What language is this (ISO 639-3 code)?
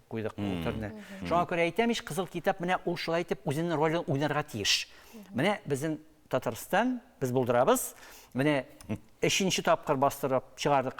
tat